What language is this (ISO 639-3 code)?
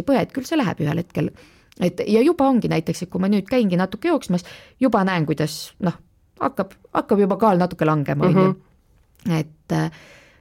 est